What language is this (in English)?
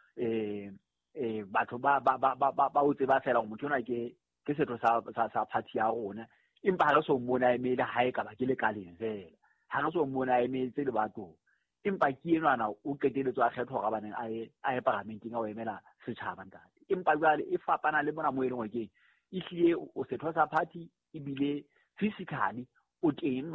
Southern Sotho